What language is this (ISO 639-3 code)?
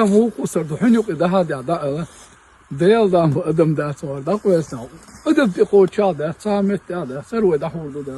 che